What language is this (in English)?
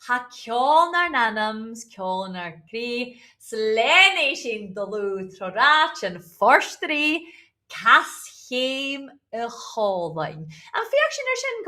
Scottish Gaelic